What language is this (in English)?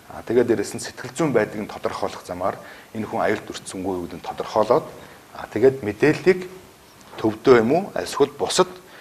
Mongolian